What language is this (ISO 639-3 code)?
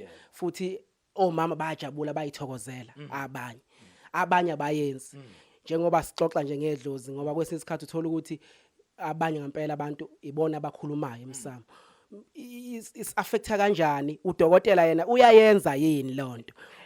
zul